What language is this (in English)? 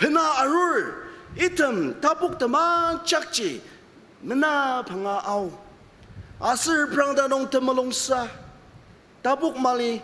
Ao Naga